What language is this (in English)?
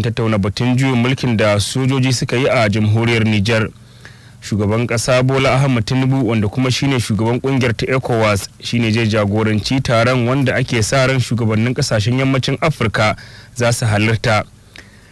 Hausa